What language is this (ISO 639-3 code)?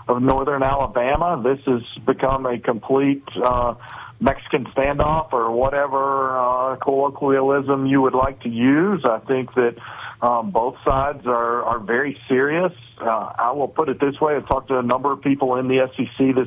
eng